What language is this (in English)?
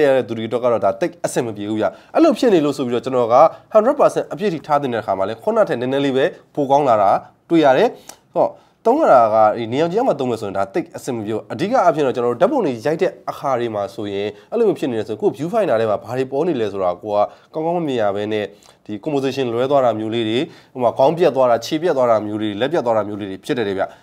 Burmese